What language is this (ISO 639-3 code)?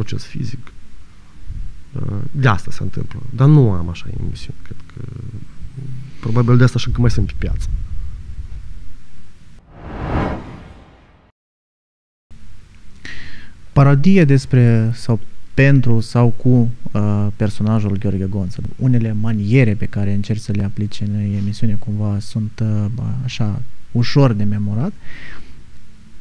ron